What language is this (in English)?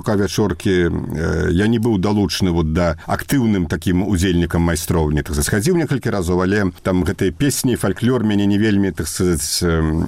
Belarusian